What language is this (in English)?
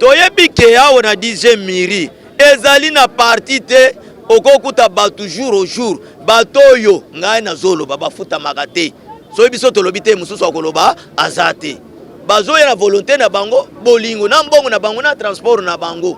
Lingala